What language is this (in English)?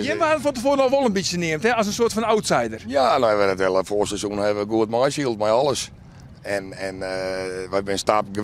Western Frisian